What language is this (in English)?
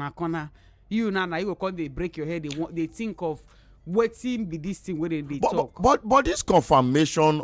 Nigerian Pidgin